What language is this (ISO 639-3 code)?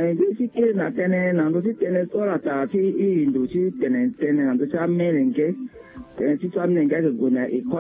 sag